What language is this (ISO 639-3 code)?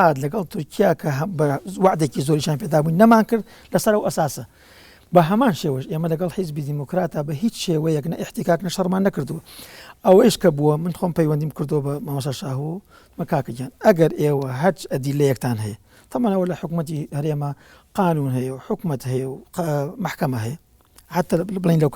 ckb